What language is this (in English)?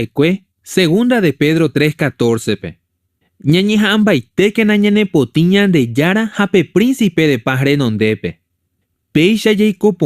Guarani